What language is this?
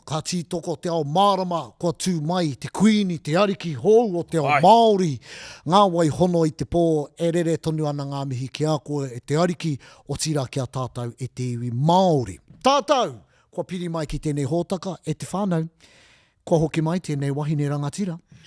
Māori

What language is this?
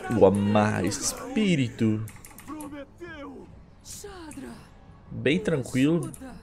Portuguese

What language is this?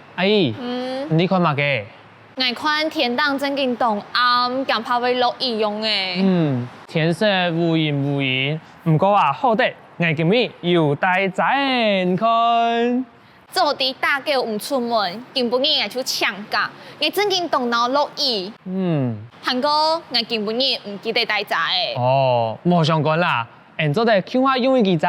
Hakka Chinese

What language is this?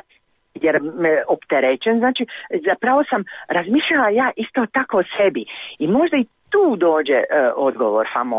Croatian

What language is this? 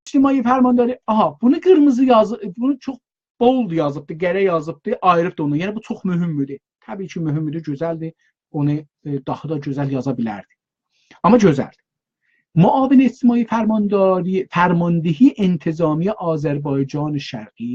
South Azerbaijani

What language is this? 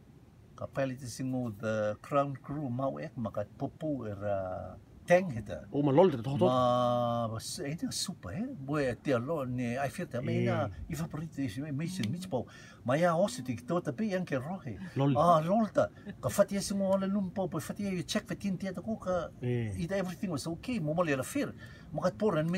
Rotuman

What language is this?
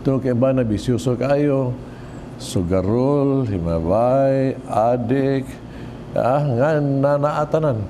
Cebuano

